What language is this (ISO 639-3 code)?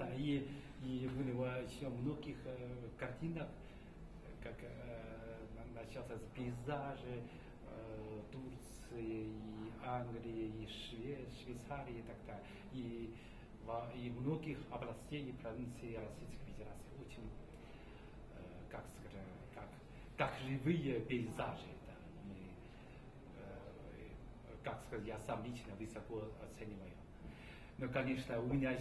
rus